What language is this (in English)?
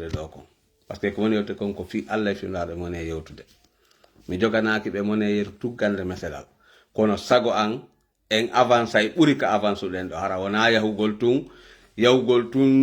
Fula